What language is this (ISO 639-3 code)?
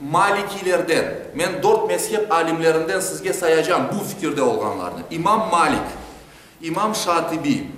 crh